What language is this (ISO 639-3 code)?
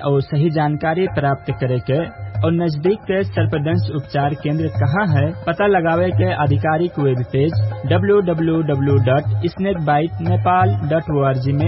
bho